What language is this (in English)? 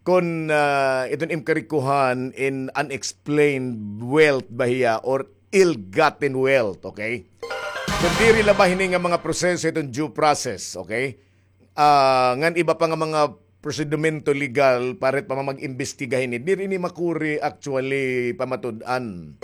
Waray